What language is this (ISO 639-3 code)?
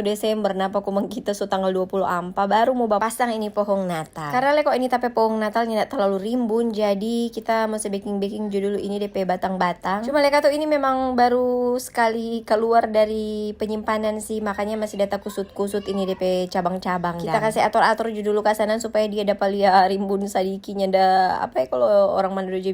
xmm